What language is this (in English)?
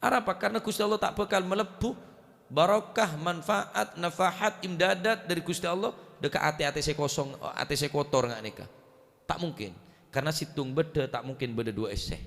Madurese